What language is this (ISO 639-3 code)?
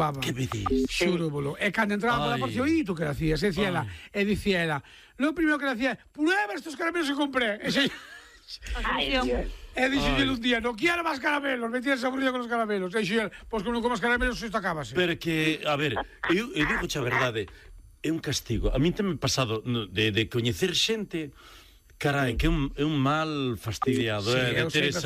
glg